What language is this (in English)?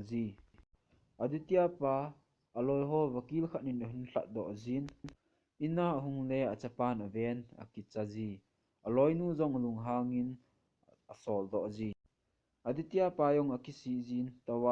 Thado Chin